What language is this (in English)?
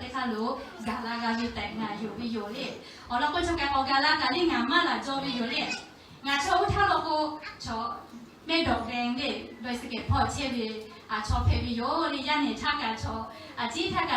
Lahu